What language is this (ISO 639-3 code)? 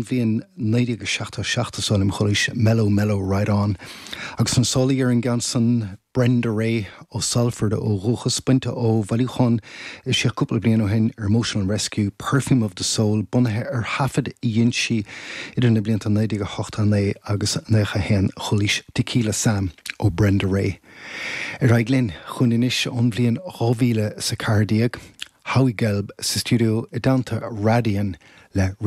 gle